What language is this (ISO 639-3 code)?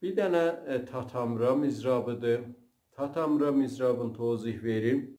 azb